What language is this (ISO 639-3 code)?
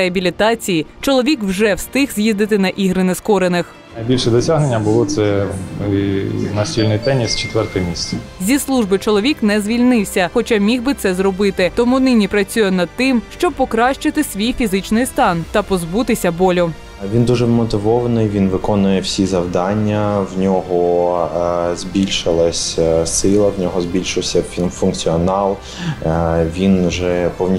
ukr